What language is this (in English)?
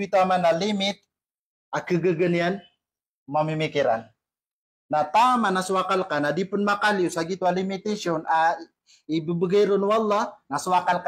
Maranao